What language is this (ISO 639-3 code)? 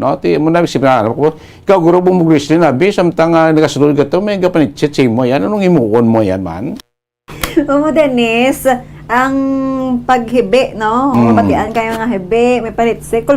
hil